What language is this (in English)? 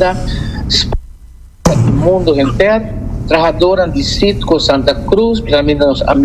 Papiamento